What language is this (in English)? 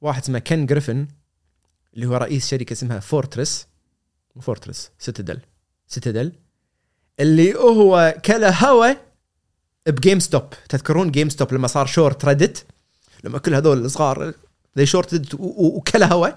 Gulf Arabic